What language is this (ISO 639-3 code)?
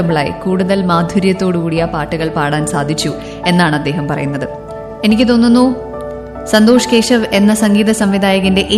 mal